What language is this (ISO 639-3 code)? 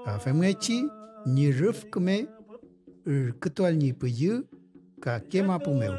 arn